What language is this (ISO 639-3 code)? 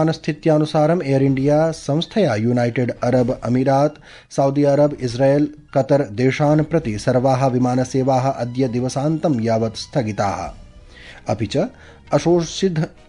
san